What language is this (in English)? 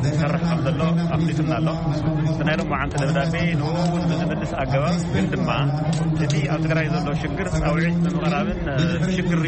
Tigrinya